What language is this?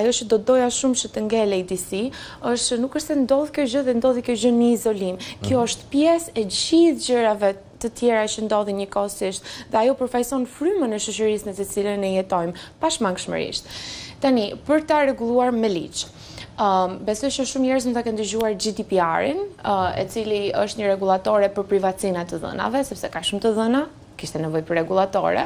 Albanian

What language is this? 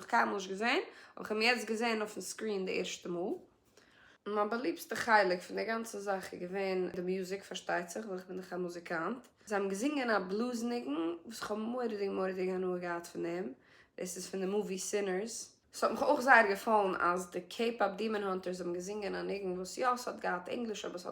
Yiddish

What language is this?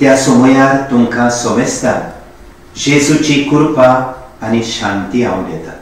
Konkani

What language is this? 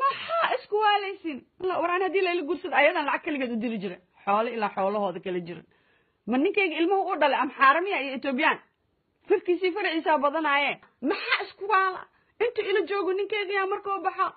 Somali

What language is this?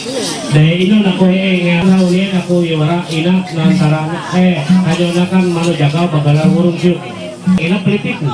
Ma'anyan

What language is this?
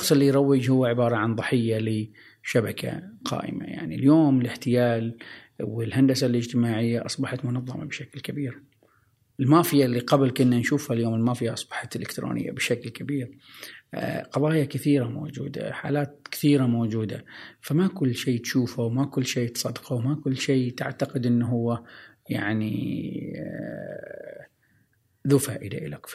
Gulf Arabic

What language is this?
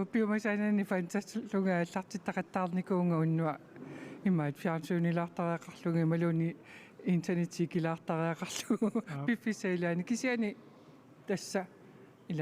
Kalaallisut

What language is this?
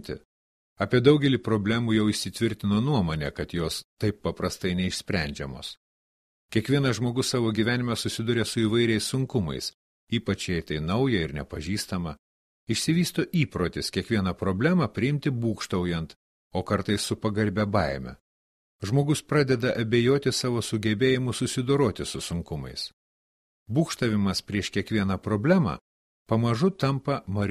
Lithuanian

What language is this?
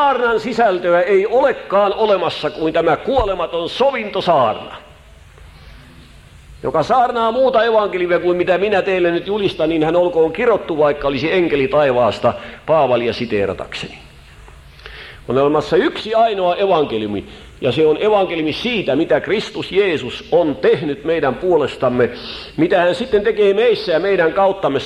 Finnish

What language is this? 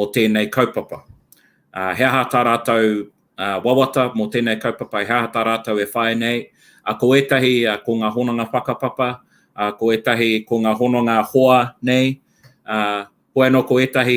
Māori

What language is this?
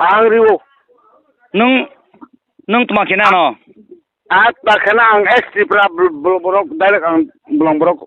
Kok Borok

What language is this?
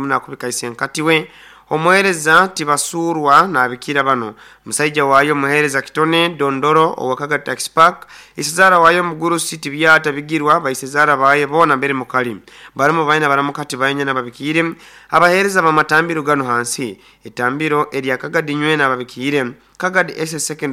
Nyoro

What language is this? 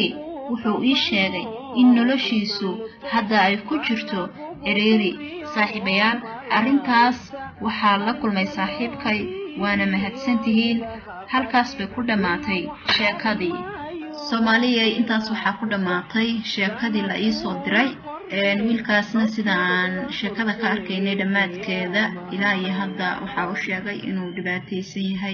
Somali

